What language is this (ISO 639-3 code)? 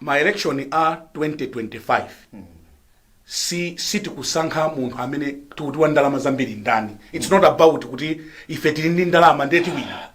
nya